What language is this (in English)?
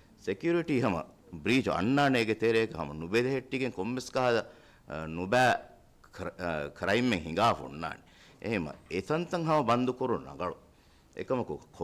Divehi